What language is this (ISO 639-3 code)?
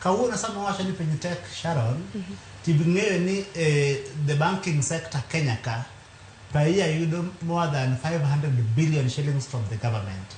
luo